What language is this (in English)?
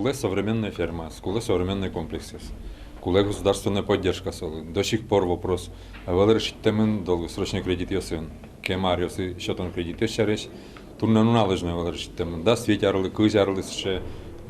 Udmurt